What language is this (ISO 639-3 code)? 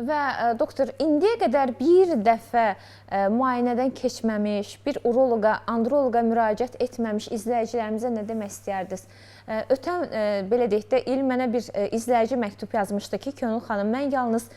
aze